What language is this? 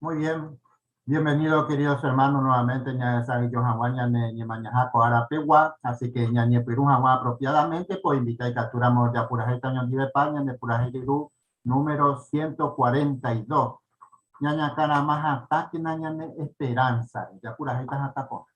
Guarani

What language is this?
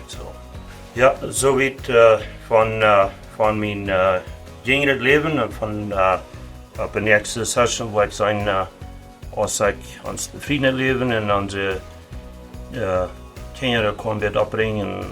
Plautdietsch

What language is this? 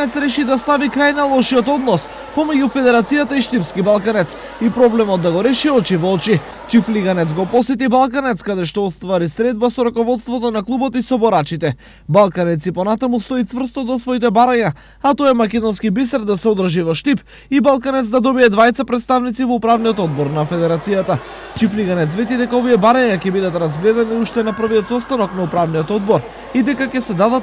Macedonian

